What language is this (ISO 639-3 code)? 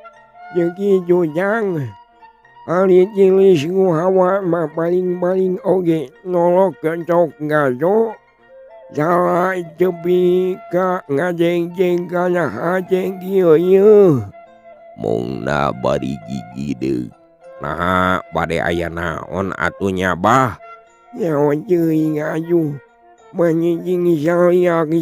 sun